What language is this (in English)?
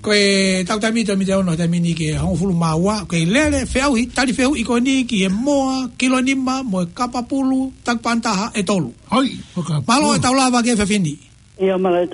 Tongan